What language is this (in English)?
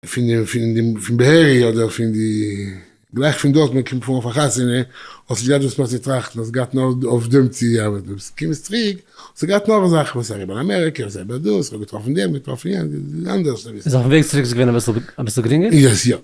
Yiddish